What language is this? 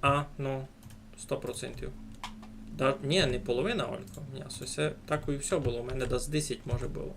Rusyn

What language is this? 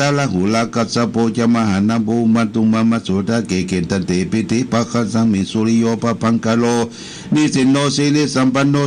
Pali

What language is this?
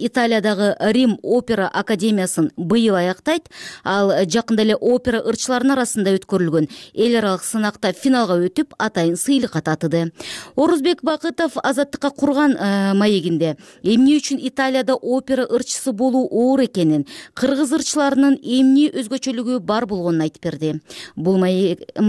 Kyrgyz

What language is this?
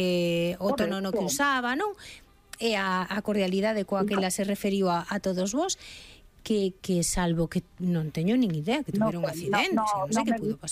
Galician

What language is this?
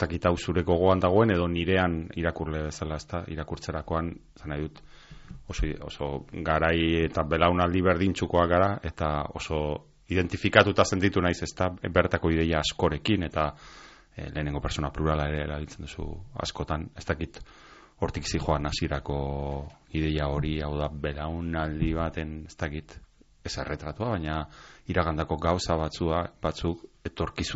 Basque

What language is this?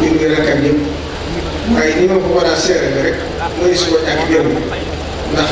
Wolof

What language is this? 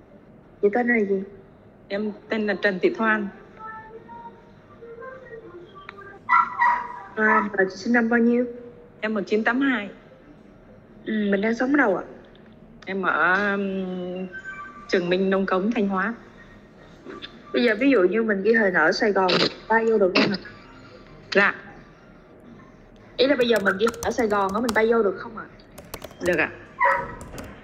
Vietnamese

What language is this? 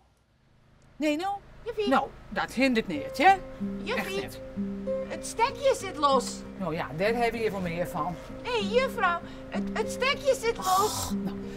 Western Frisian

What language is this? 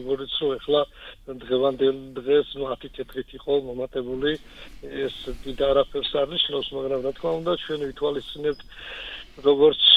Georgian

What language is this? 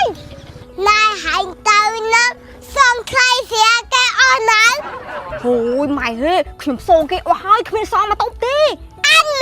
Khmer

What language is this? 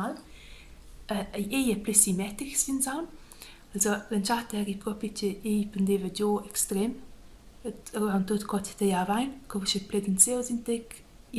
Romansh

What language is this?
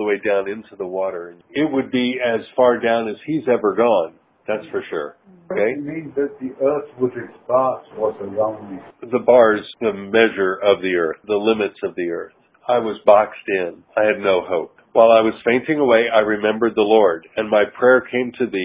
English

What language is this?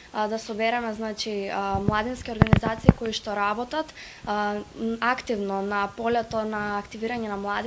Macedonian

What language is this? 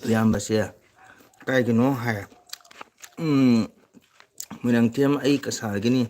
Manipuri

